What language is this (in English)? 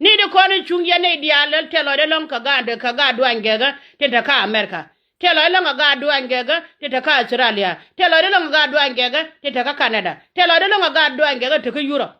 Nuer